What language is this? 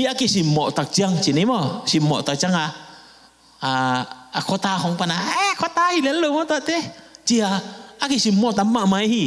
Tedim Chin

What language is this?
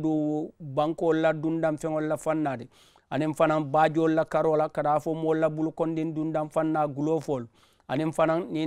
Mandingo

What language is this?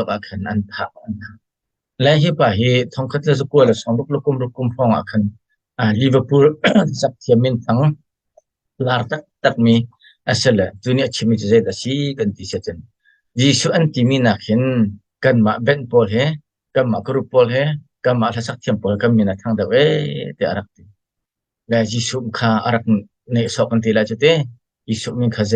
Hakha Chin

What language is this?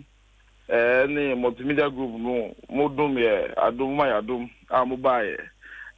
Akan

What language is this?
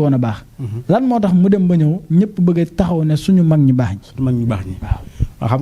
Wolof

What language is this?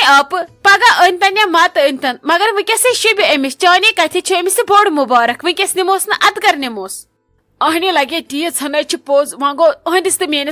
Kashmiri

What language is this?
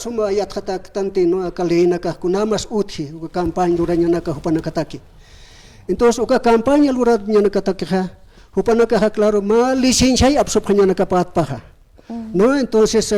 Aymara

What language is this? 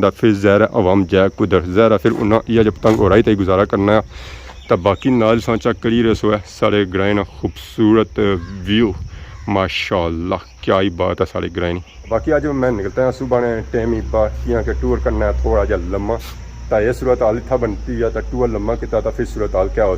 Pahari-Potwari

